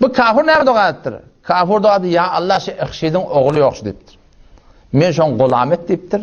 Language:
Turkmen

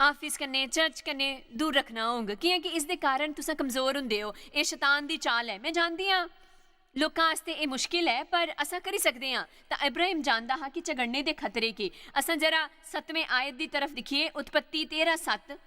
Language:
Dogri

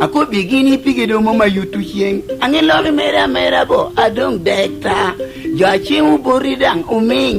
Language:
Lango (Uganda)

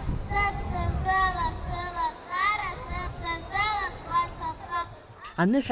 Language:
Abkhazian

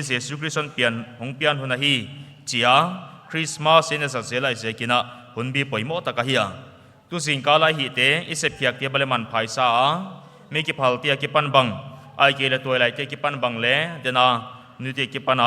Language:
Paite Chin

